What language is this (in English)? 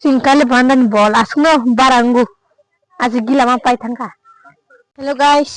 Kok Borok